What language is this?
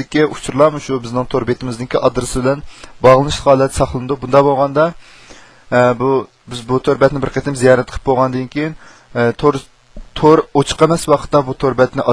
Uyghur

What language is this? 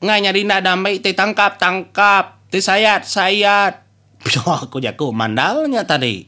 Iban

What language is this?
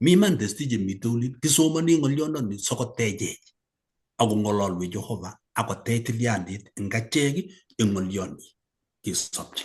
Kalenjin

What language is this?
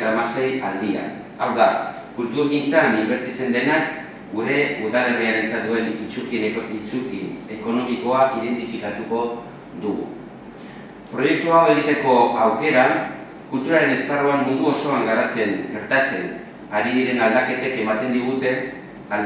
Basque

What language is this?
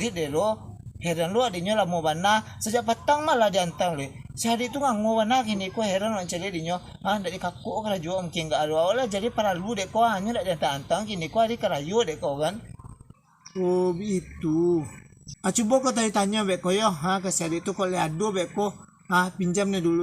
Minangkabau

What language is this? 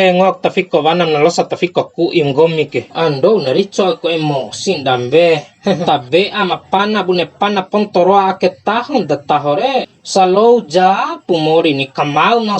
Bima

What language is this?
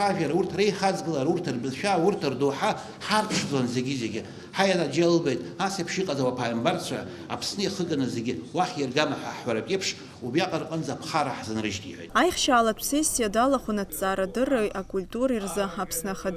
Abkhazian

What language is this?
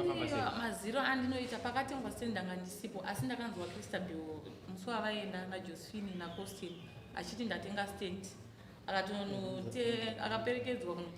Shona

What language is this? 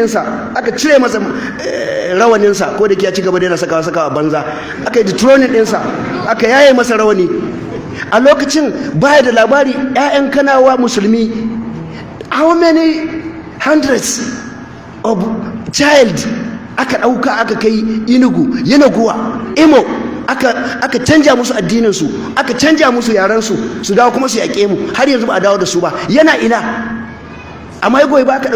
Hausa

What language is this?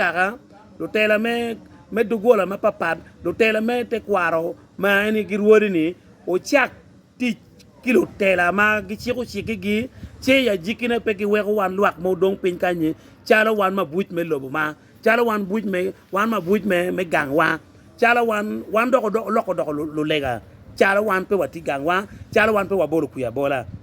Acoli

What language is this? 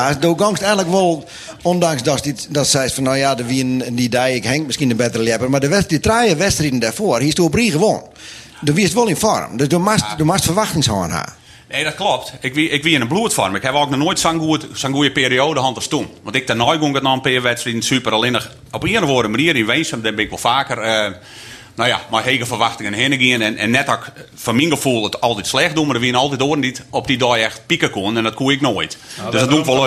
Western Frisian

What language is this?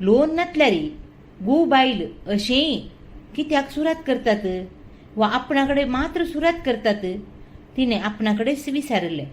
Konkani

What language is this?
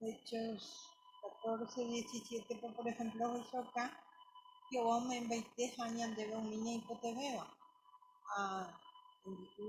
Guarani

